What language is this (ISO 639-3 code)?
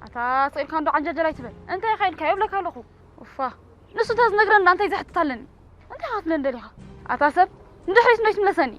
tir